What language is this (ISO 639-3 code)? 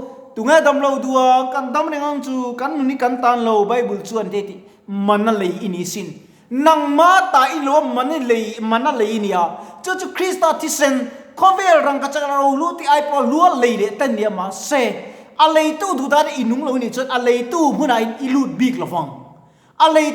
lus